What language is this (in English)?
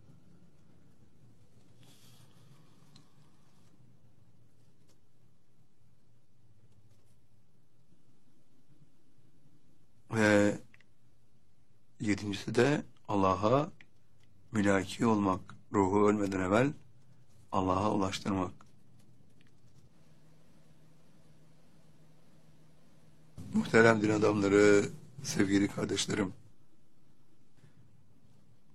Turkish